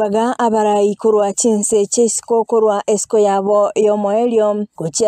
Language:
Gusii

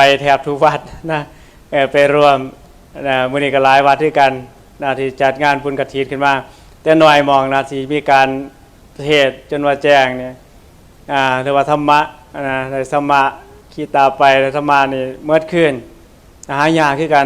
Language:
Northeastern Thai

